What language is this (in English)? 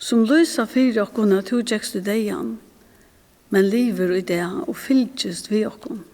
Faroese